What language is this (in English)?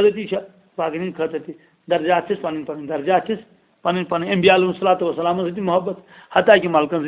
Kashmiri